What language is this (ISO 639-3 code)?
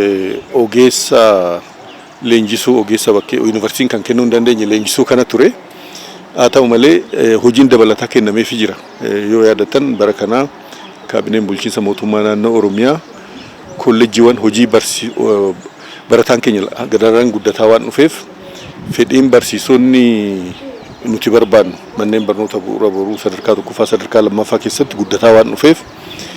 orm